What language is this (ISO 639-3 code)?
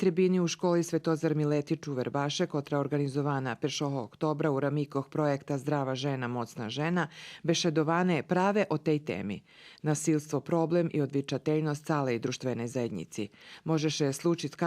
rue